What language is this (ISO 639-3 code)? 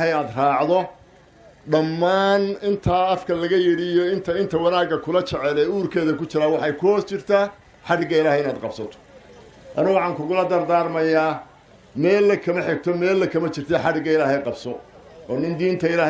som